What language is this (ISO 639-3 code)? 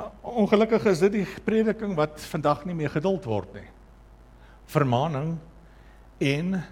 afr